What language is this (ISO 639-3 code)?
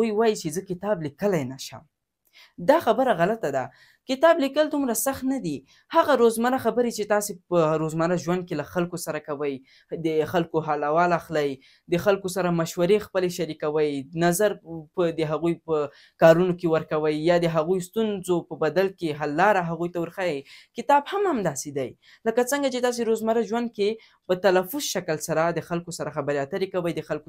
pus